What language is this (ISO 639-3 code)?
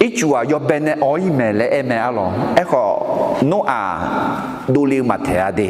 ahk